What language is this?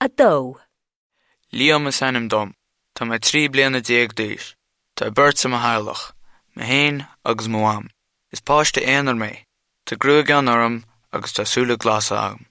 Irish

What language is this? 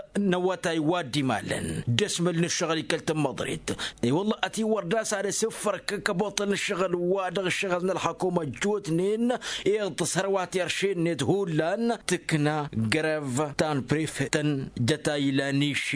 Tamasheq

